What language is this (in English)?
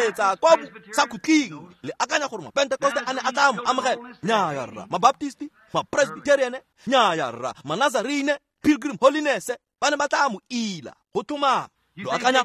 Tswana